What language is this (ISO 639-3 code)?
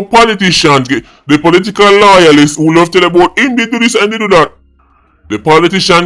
jam